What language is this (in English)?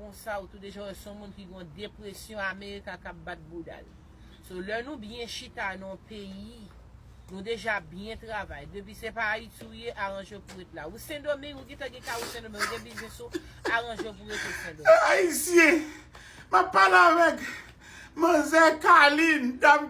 Haitian Creole